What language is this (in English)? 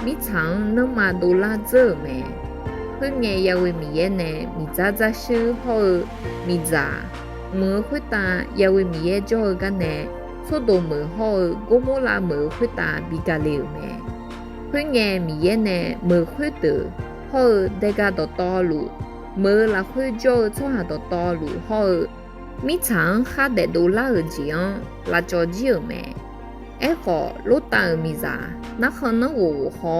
Akha